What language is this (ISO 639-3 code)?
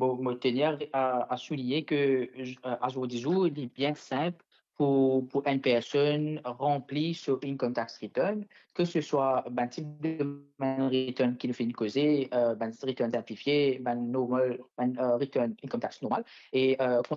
mfe